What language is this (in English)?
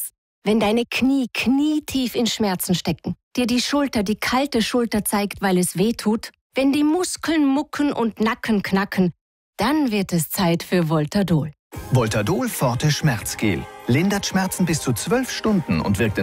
German